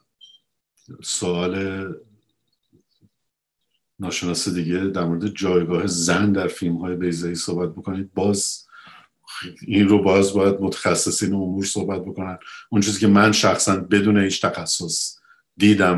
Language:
Persian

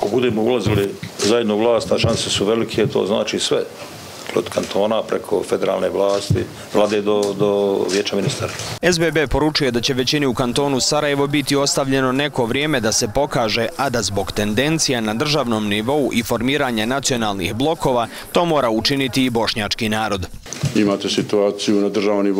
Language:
Bosnian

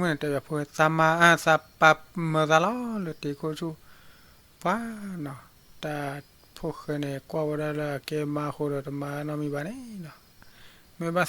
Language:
S'gaw Karen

